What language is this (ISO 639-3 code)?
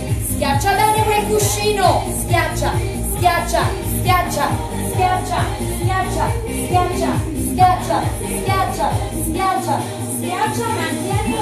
ita